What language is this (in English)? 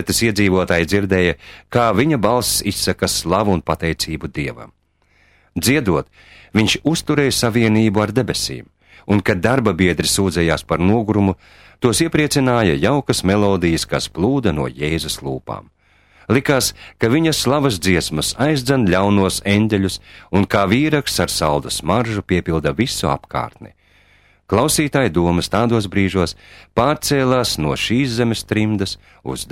Latvian